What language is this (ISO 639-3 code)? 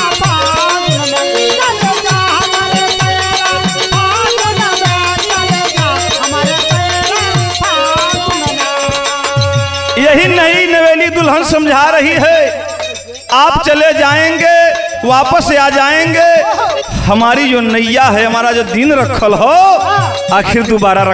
bho